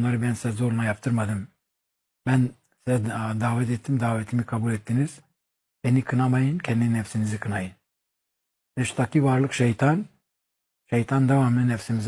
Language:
Turkish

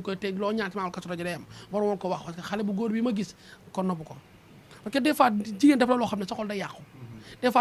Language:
Wolof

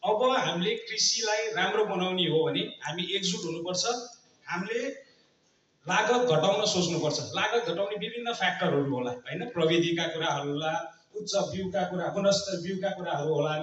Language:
Nepali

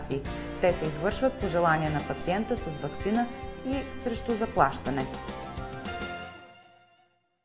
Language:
Bulgarian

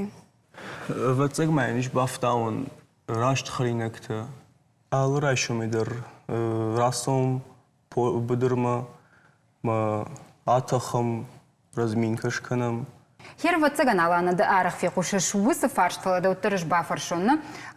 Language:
Ossetic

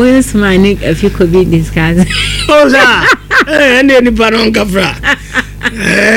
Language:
Akan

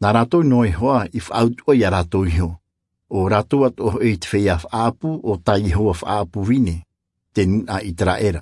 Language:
Tahitian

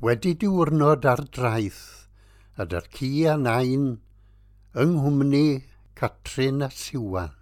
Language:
Welsh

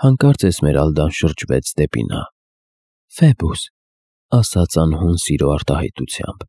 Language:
Armenian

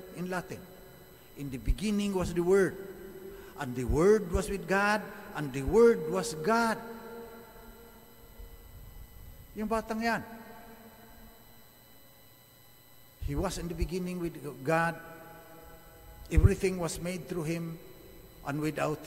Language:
Filipino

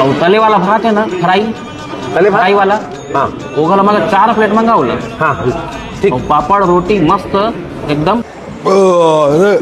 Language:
Chhattisgarhi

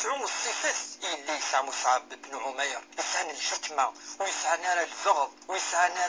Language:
Kabyle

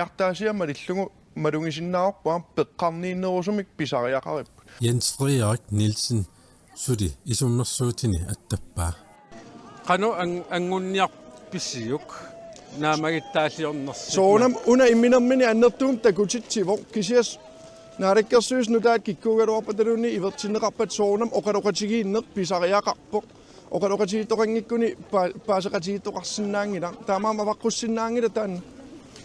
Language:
Kalaallisut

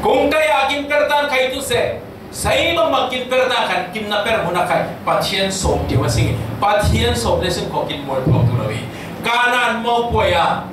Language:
Falam Chin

